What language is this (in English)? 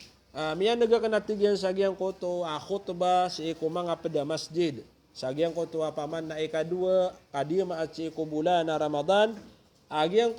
Maranao